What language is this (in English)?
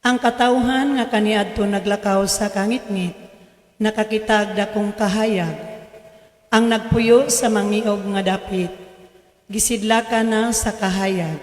Cebuano